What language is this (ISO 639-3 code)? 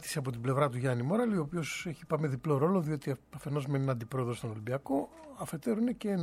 ell